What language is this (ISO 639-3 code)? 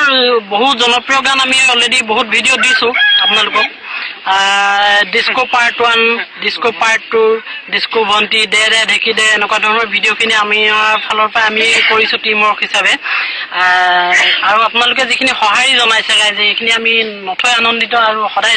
asm